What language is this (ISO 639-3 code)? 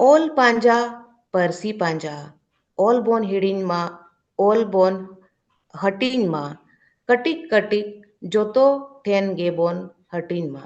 sat